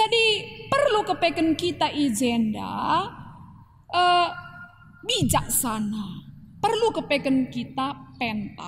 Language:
Batak Karo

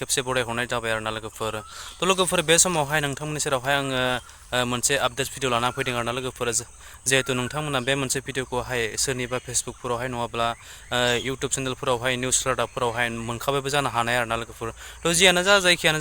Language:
Bodo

